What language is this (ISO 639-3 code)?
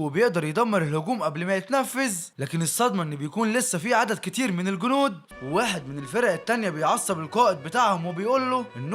arz